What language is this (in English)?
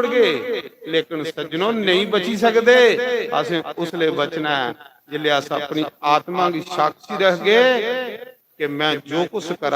Dogri